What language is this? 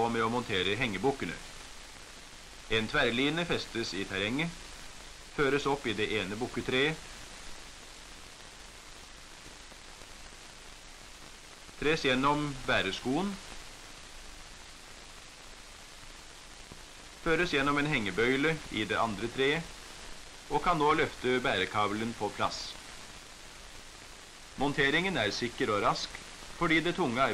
Norwegian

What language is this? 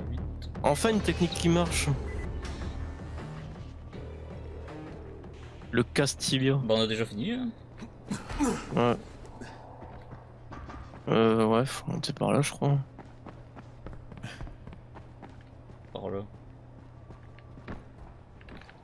French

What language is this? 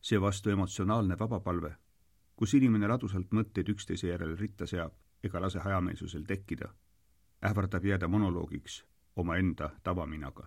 Estonian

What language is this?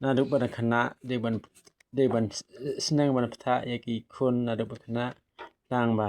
Khasi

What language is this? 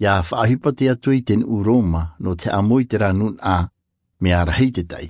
Tahitian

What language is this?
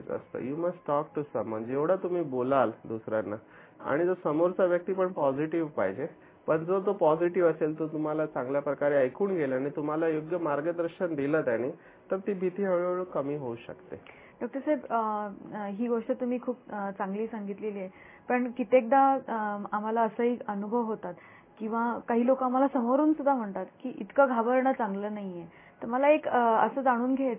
Marathi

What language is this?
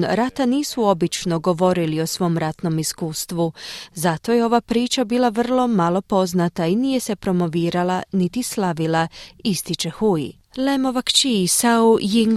Croatian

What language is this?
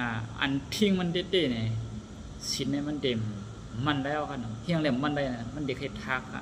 Shan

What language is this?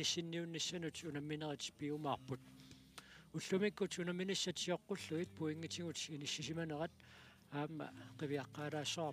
Kalaallisut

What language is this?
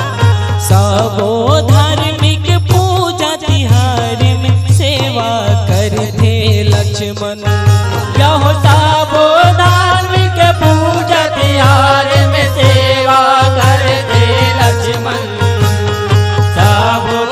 Chhattisgarhi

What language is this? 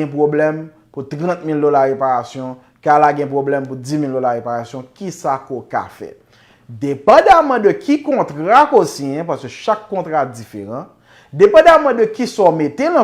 Haitian Creole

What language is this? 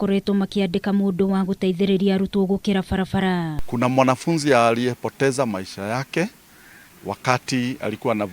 Kikuyu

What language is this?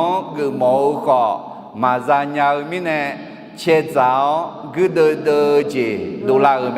Akha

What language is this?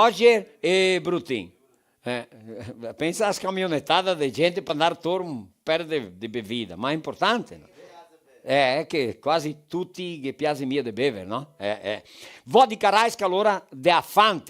Venetian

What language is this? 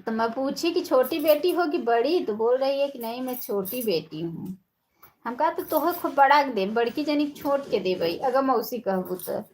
Awadhi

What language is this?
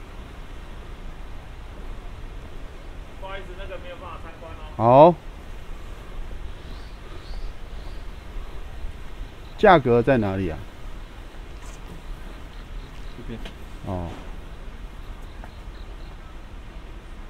Chinese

